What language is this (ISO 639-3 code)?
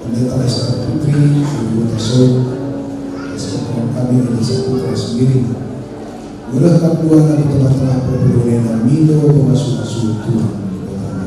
btx